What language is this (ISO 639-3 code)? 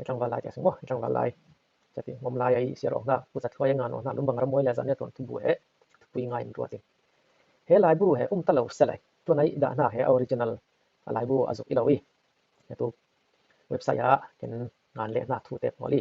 cfm